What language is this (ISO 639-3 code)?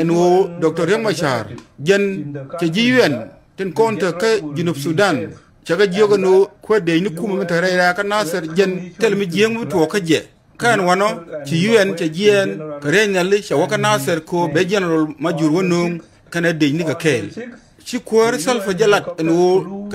nus